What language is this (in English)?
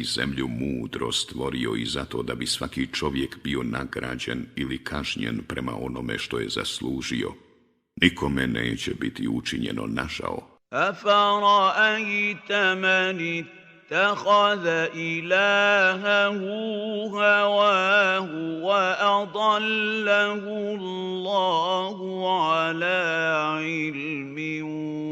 Bosnian